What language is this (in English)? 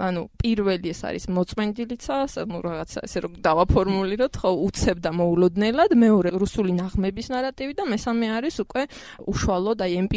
Georgian